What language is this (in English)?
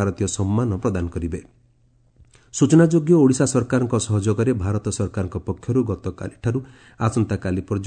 Odia